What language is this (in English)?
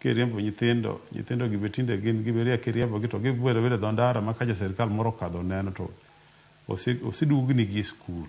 Luo (Kenya and Tanzania)